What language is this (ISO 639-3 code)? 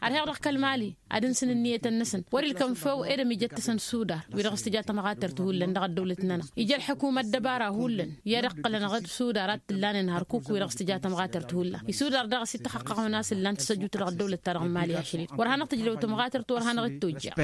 taq